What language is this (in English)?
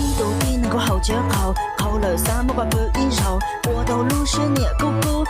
Hmong